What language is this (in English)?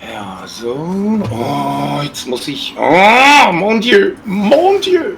Swiss German